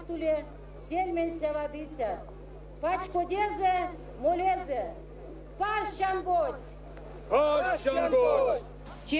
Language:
Erzya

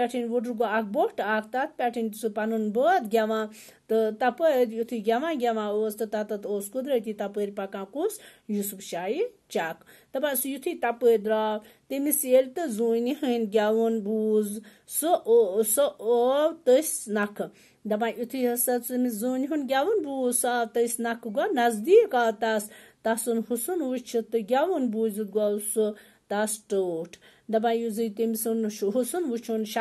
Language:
Kashmiri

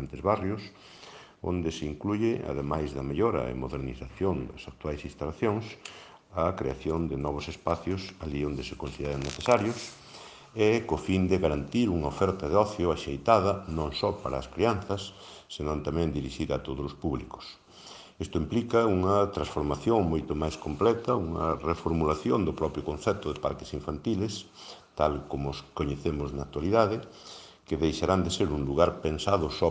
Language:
Galician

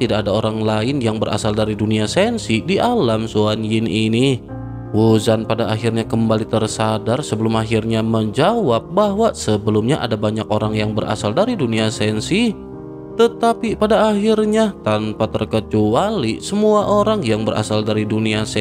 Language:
Indonesian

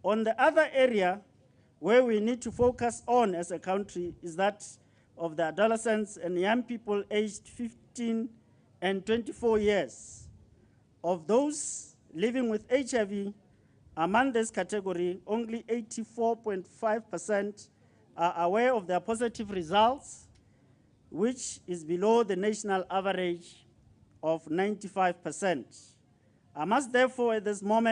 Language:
Tswana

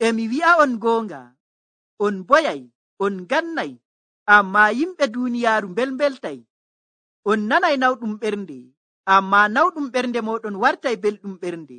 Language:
Nigerian Fulfulde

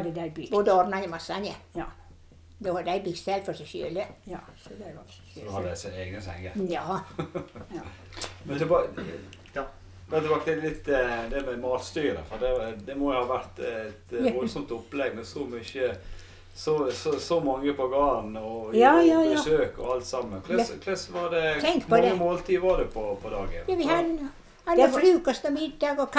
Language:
Norwegian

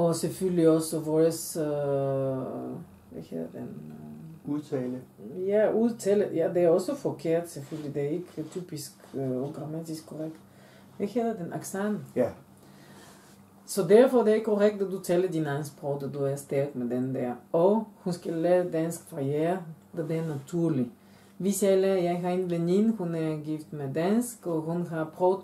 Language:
Danish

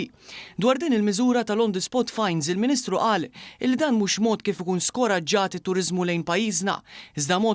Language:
Maltese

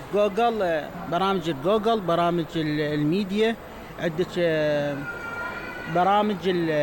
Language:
Mesopotamian Arabic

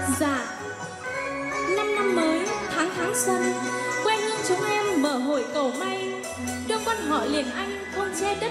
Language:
Vietnamese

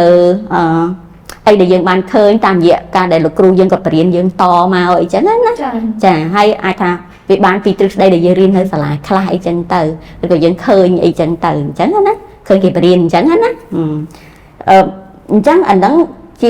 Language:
Khmer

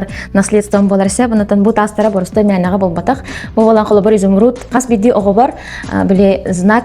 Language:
Yakut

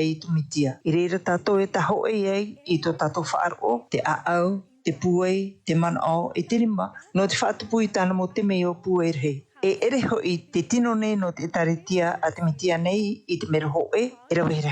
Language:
Tahitian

